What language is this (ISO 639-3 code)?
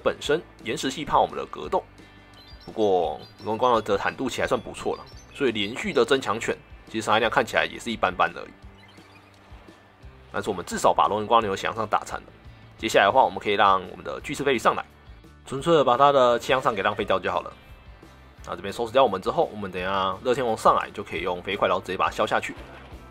zho